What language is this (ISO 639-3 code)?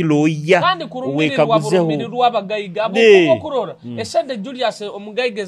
nyo